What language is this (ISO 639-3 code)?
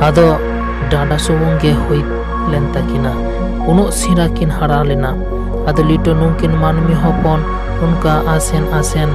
sat